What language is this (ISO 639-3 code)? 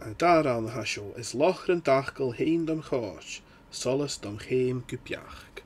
gla